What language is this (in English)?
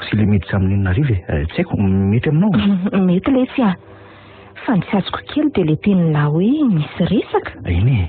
Malagasy